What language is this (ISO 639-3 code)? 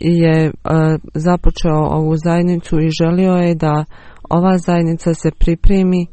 bos